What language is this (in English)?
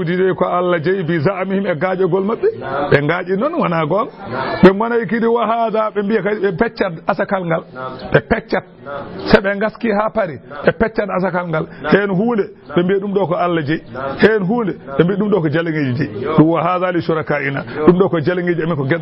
Fula